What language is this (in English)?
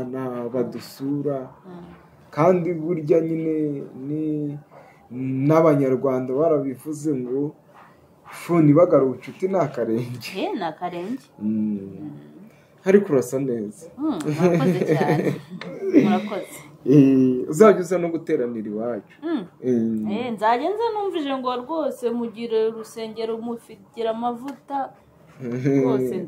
Kinyarwanda